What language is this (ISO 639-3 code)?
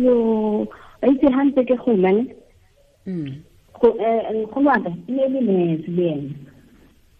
tsn